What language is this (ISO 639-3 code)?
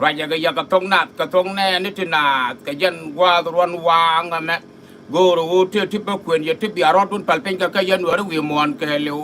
nus